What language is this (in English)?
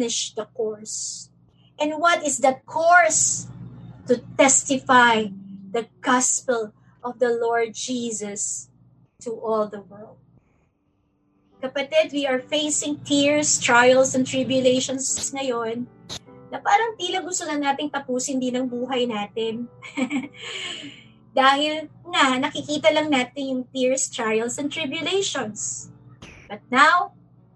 Filipino